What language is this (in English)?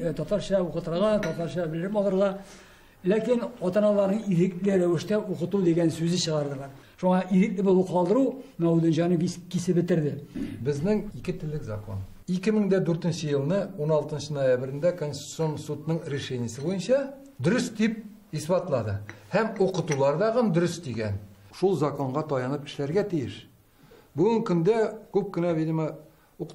Tatar